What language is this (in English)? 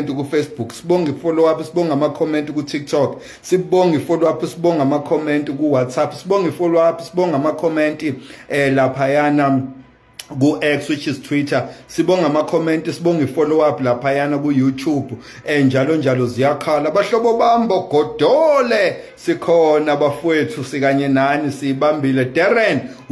Zulu